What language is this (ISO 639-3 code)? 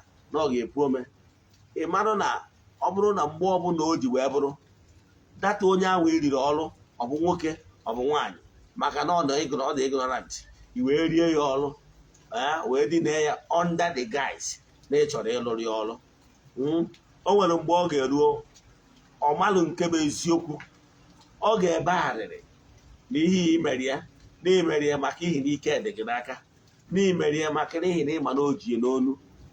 ibo